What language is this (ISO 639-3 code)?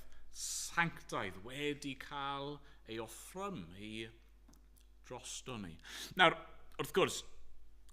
cym